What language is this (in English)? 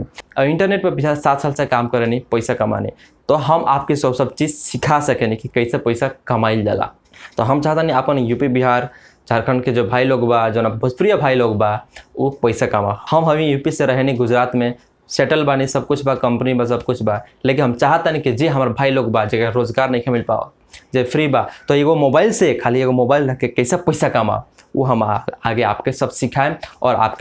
Bhojpuri